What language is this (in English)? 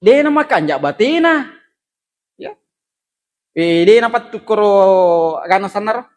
Buginese